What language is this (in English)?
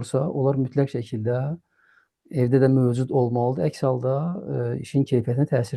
Azerbaijani